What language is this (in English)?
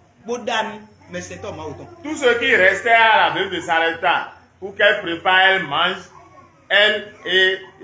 Fon